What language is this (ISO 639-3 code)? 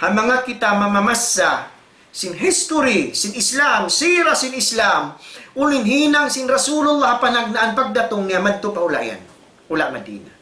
tsg